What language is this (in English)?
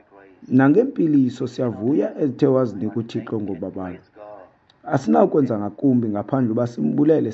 Xhosa